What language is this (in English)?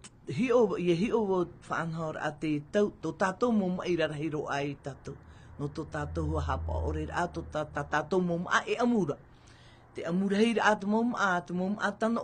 Tahitian